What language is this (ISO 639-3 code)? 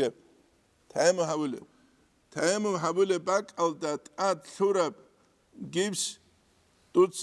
ava